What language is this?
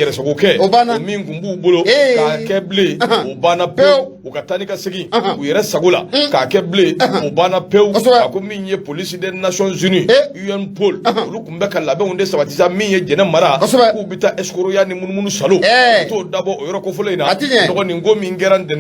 Bambara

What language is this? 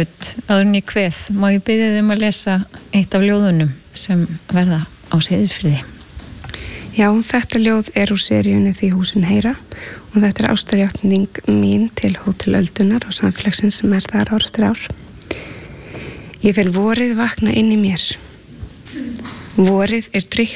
Icelandic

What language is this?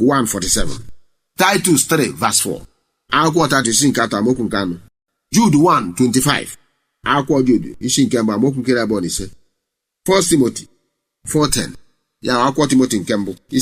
Igbo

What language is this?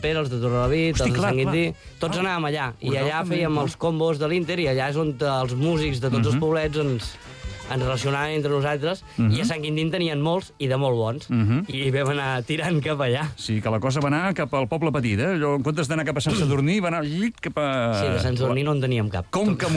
Catalan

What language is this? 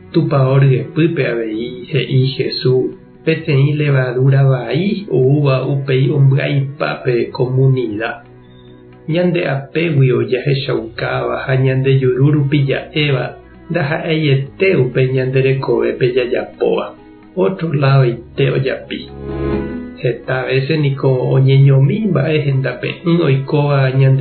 Guarani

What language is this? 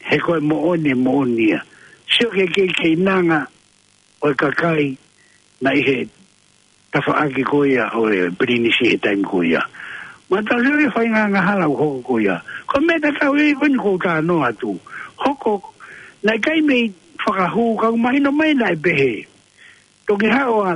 Tongan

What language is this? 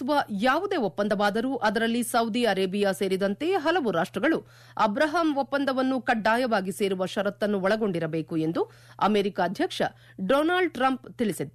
Kannada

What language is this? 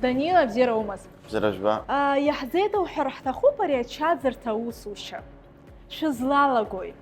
Abkhazian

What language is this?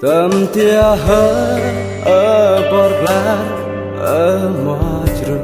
Central Mnong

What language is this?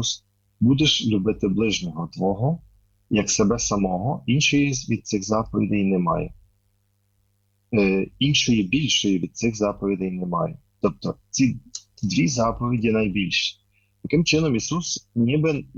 Ukrainian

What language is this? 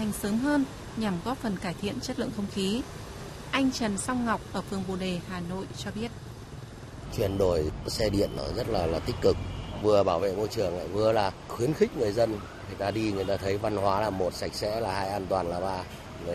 Vietnamese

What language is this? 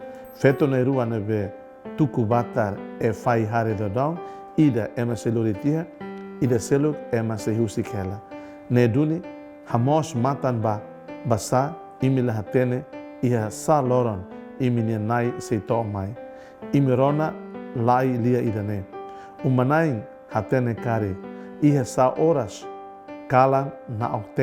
Tetum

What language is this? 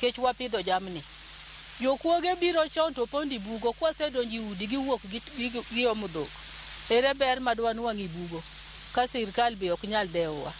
Luo (Kenya and Tanzania)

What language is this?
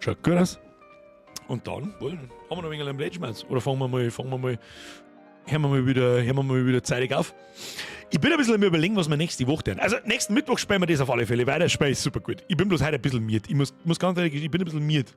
Bavarian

